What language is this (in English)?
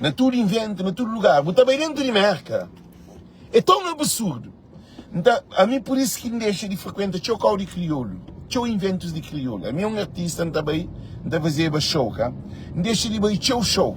Kabuverdianu